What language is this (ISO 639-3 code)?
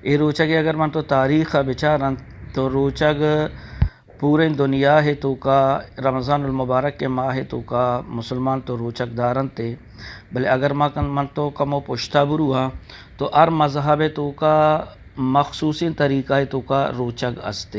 bgp